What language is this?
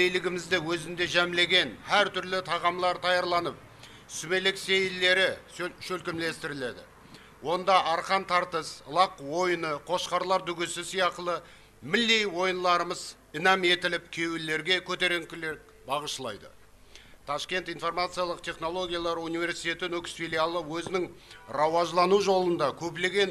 Kara-Kalpak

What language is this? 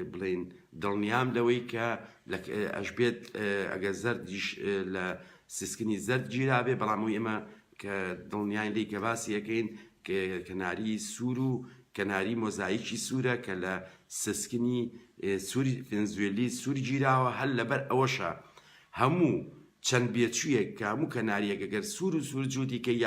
Central Kurdish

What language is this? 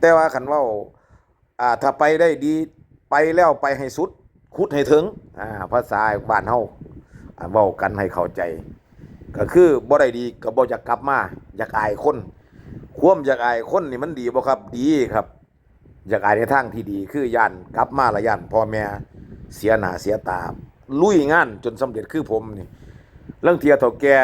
Northeastern Thai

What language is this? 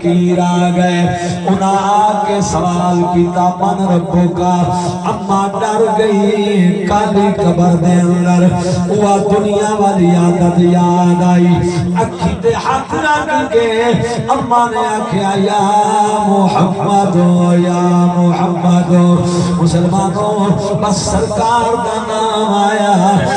Saraiki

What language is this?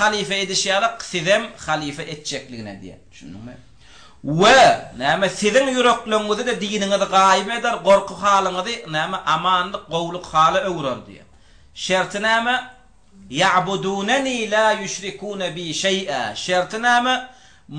Turkmen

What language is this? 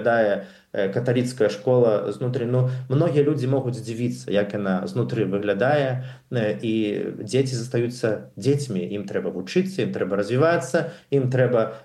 Belarusian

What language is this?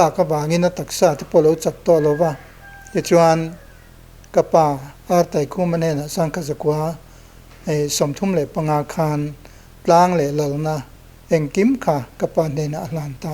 Mizo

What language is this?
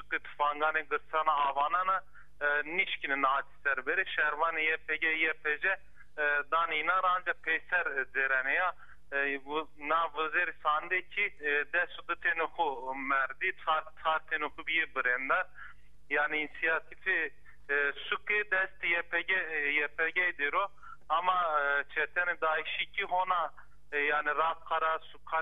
Zaza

